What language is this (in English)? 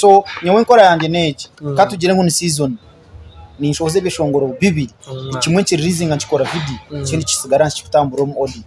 Nyankole